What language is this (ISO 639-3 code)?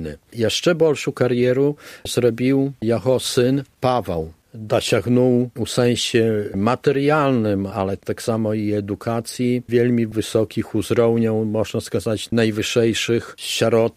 bel